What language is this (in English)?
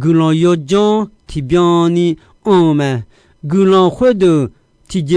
Akha